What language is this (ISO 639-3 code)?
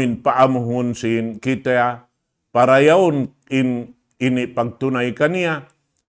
tsg